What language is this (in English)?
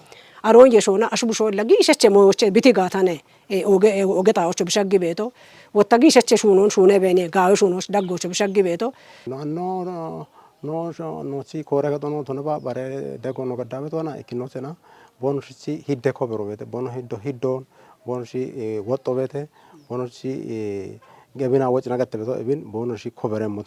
Kafa